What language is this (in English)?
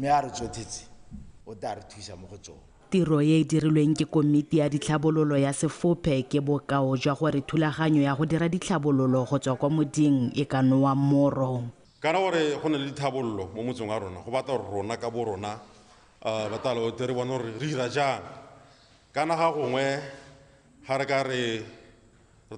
Tswana